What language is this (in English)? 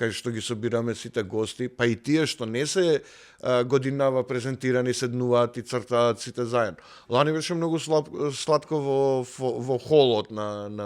Macedonian